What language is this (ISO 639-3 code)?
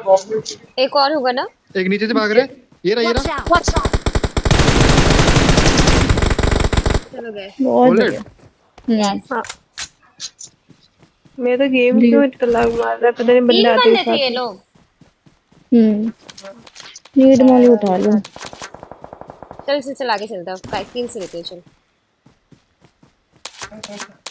hin